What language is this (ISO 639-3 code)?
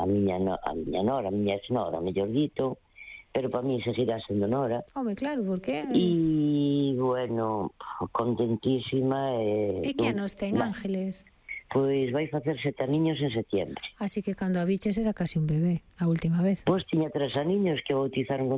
glg